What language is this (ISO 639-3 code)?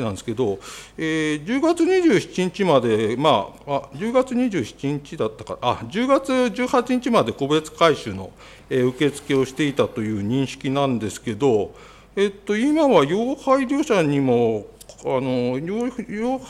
jpn